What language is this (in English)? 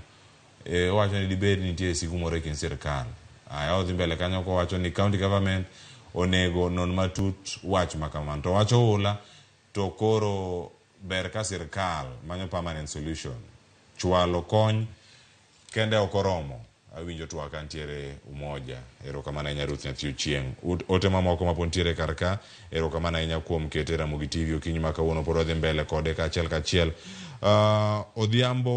Luo (Kenya and Tanzania)